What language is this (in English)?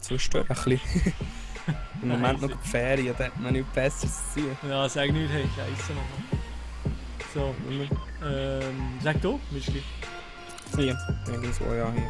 Swiss German